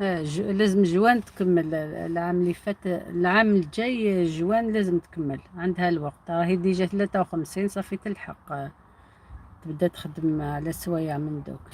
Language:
Algerian Arabic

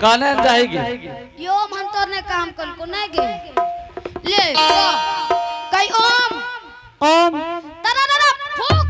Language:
Angika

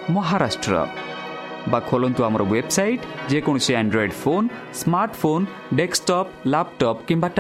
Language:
Odia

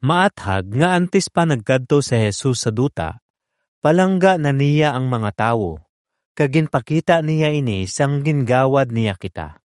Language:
Hiligaynon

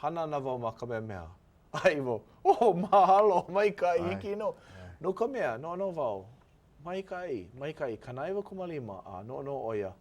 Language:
Hawaiian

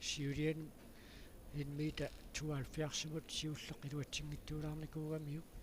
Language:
Kalaallisut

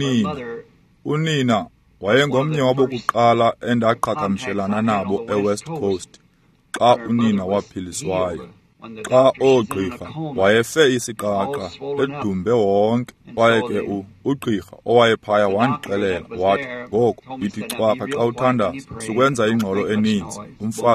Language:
Xhosa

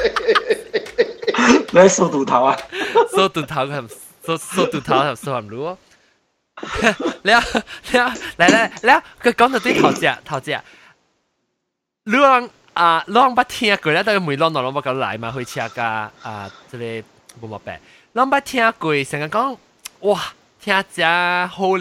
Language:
Min Nan Chinese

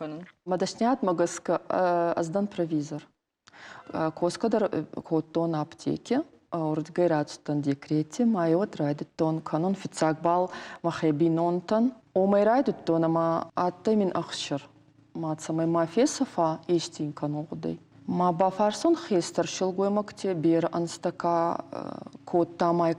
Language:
Ossetic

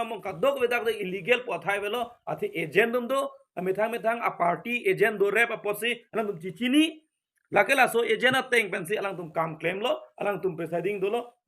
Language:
Karbi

